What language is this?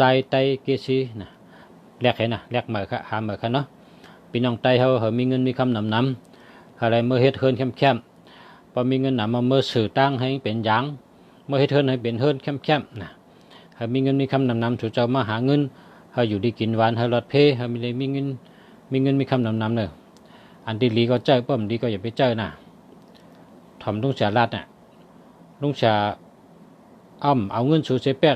Shan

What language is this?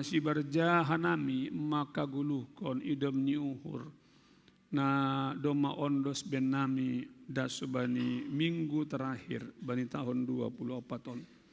Batak Simalungun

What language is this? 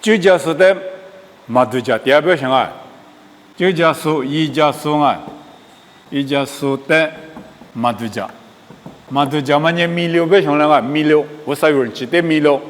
Lisu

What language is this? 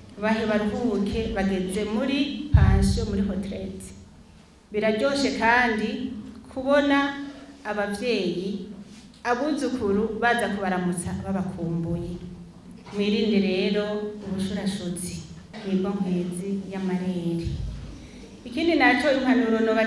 Rundi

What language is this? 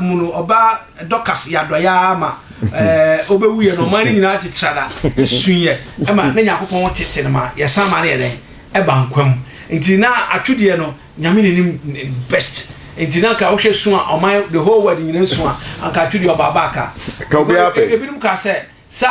Akan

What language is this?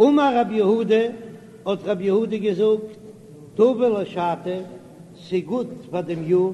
Yiddish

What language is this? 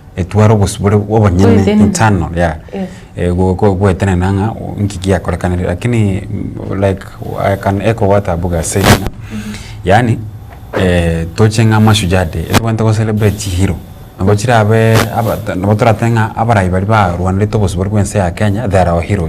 Gusii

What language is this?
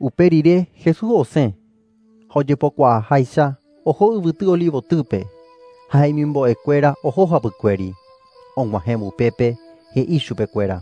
Guarani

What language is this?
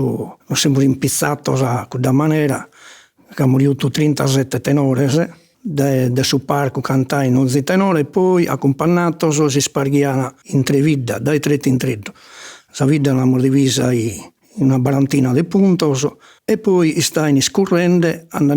Sardinian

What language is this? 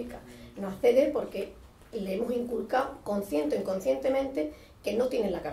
Spanish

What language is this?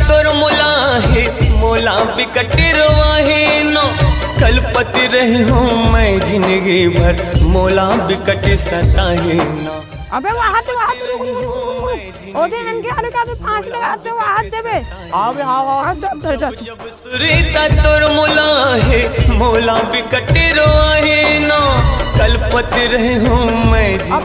Chhattisgarhi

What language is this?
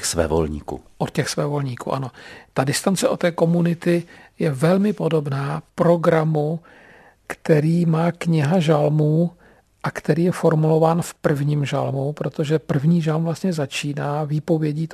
Czech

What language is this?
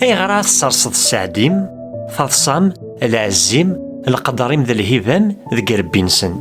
Kabyle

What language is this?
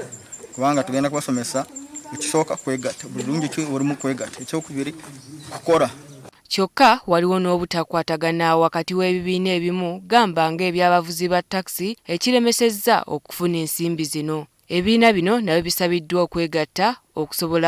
Ganda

